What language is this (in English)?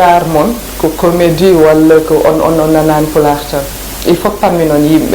Fula